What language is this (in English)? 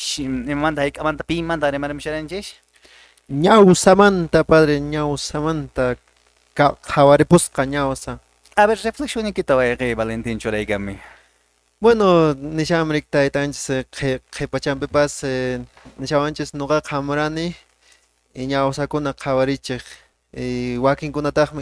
Quechua